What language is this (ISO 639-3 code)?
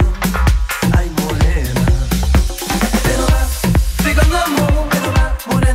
por